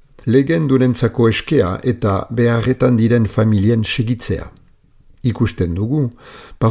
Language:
Basque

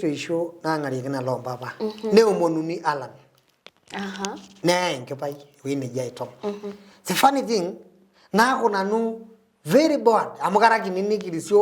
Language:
Masai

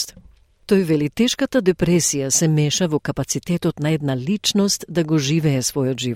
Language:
Macedonian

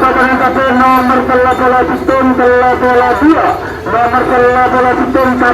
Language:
Madurese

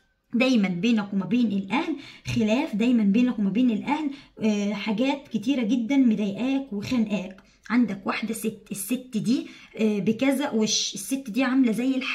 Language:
Egyptian Arabic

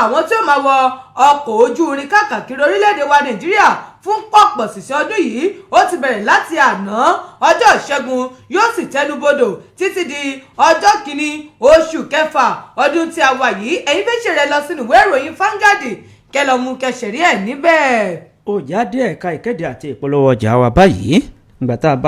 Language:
Yoruba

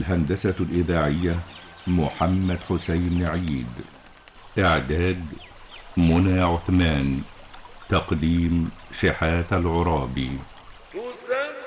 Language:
Arabic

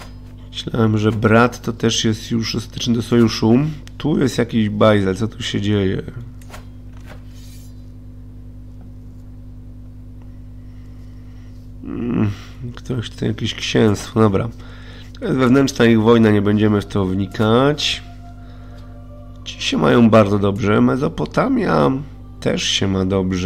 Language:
Polish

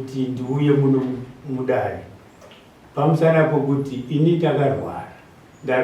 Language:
Shona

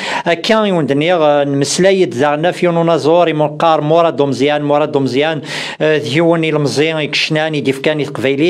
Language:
Kabyle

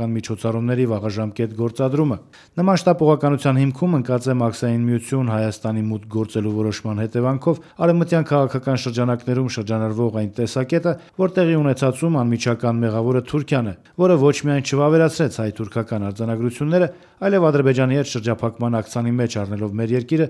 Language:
Armenian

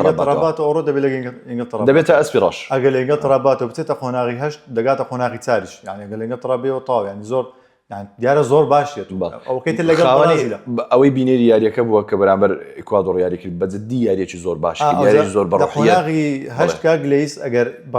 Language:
Central Kurdish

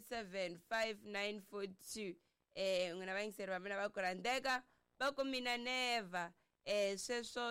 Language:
Tsonga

